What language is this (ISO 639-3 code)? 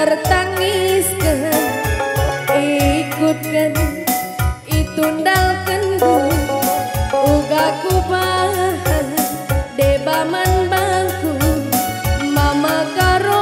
btx